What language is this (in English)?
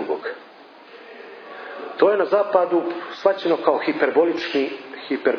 Serbian